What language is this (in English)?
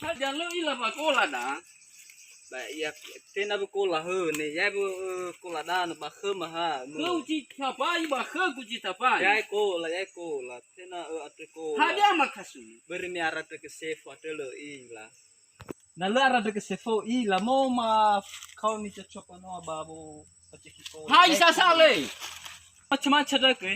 Nias